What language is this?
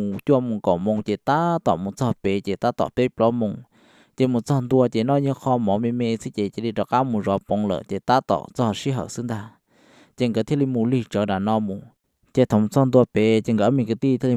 Hmong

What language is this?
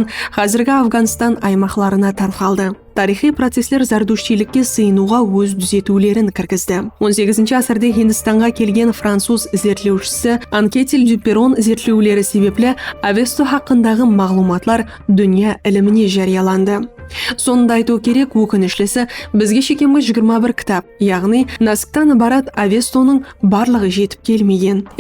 Kara-Kalpak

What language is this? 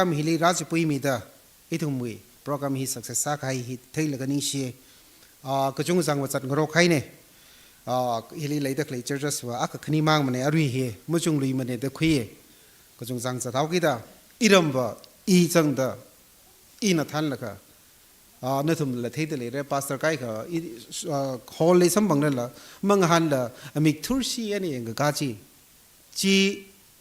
Tangkhul Naga (India)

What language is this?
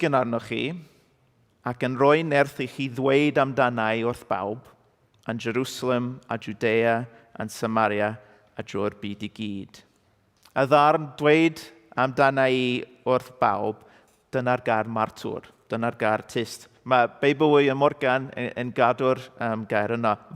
Welsh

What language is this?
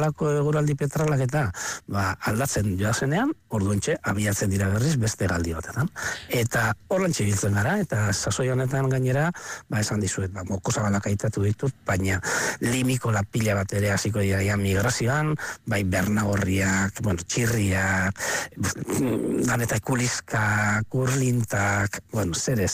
Basque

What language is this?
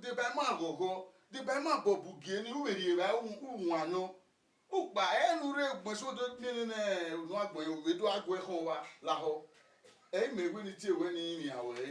Bini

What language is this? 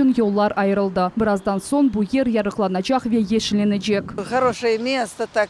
Crimean Tatar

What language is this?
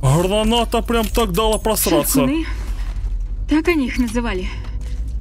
Russian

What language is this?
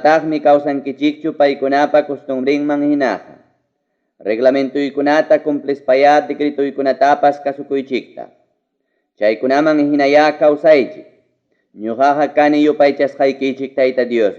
Ayacucho Quechua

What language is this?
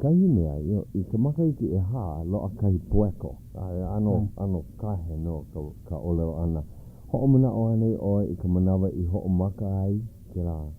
Hawaiian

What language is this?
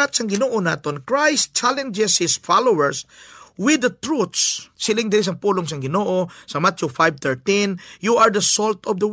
Hiligaynon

